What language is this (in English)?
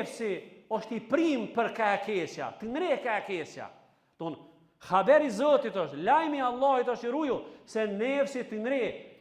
Albanian